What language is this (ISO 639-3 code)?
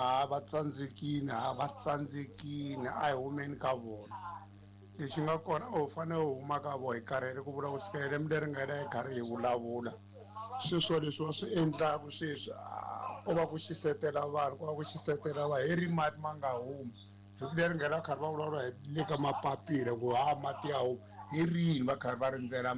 tso